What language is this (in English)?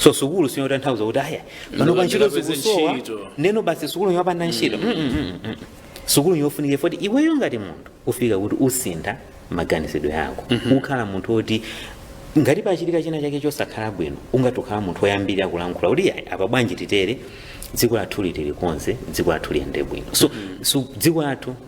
Nyanja